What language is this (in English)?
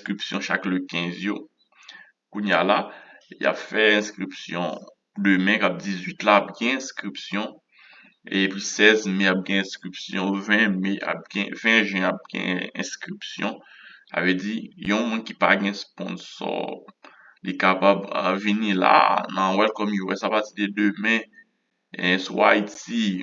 Haitian Creole